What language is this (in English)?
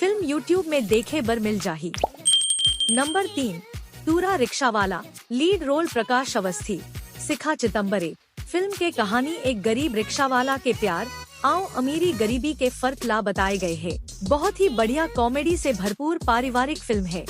Chhattisgarhi